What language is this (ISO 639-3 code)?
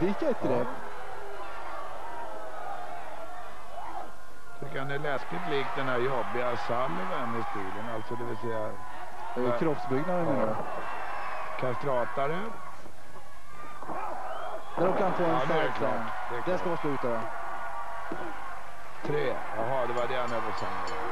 swe